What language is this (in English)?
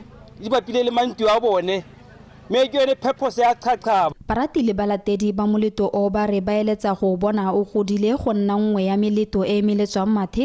Tswana